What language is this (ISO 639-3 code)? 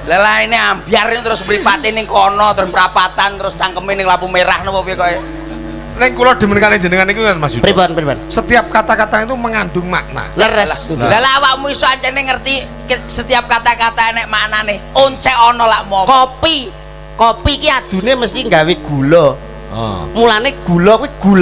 jav